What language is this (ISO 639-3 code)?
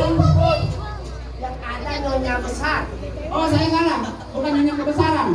bew